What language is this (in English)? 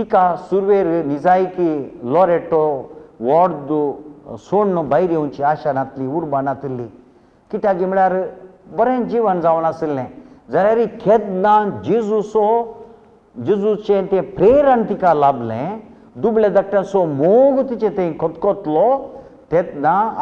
Konkani